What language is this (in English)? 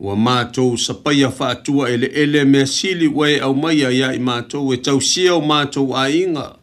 Samoan